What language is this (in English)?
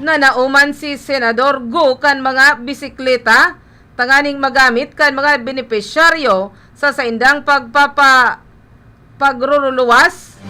Bikol